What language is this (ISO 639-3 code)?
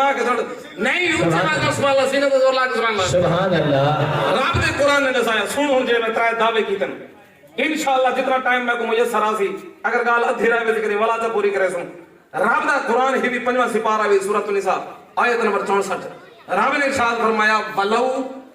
skr